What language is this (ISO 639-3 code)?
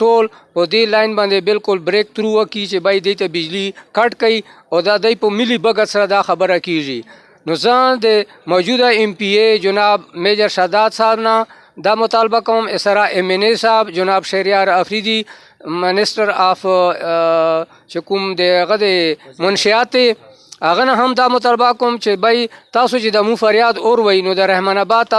pus